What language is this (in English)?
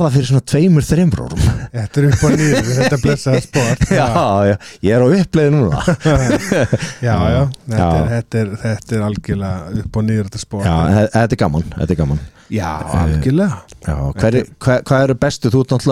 Icelandic